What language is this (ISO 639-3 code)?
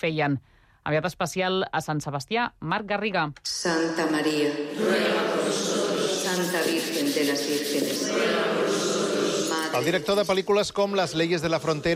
cat